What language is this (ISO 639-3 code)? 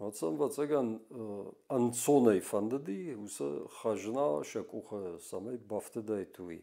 oss